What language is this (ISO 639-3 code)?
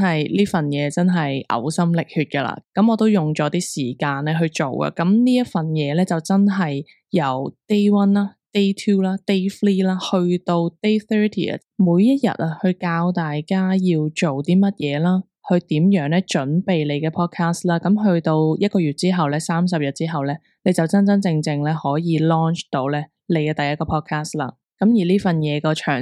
yue